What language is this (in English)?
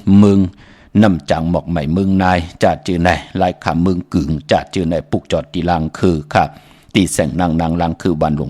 Shan